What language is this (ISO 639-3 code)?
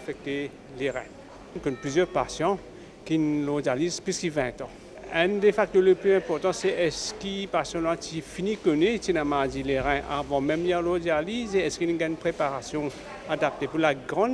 mfe